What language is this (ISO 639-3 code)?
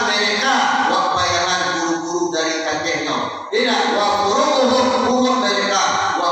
min